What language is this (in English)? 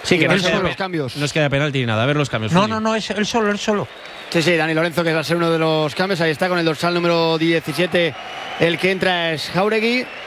Spanish